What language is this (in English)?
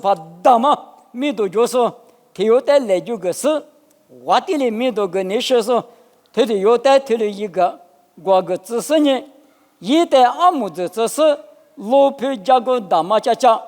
Lisu